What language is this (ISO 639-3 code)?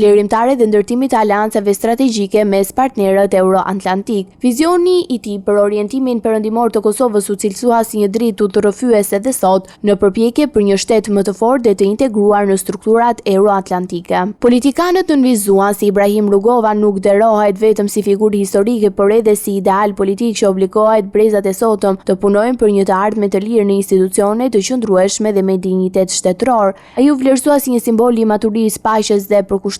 sqi